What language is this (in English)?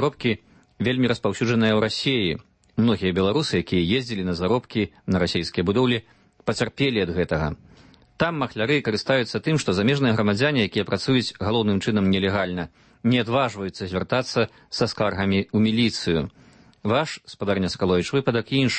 Belarusian